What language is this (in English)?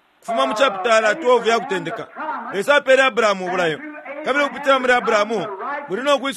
Bemba